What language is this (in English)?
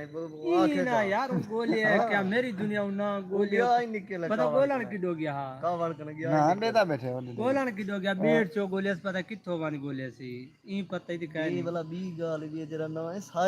Saraiki